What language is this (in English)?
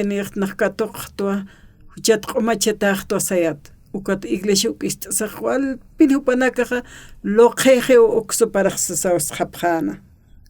Aymara